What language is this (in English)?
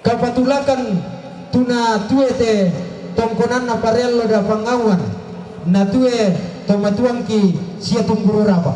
Toraja-Sa'dan